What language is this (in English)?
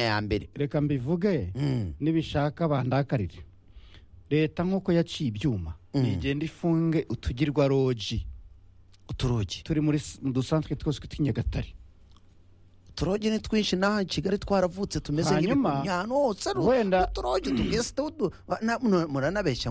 Kinyarwanda